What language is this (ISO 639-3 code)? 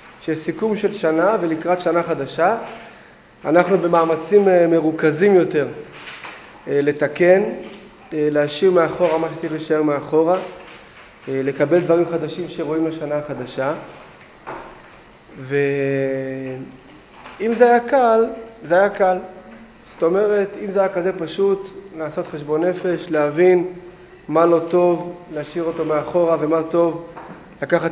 heb